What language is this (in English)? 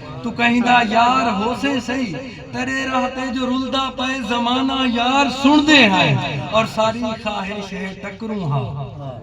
Saraiki